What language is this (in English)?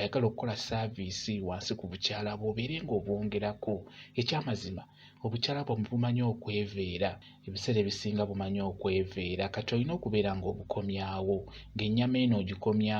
Ganda